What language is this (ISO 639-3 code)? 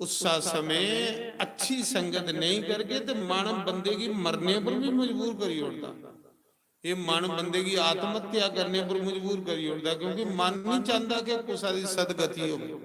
doi